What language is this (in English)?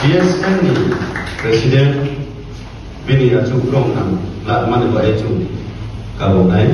Riang (India)